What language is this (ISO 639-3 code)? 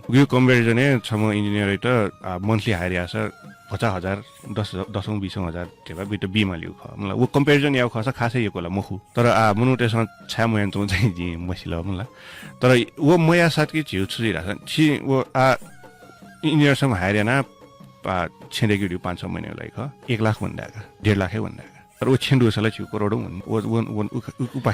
new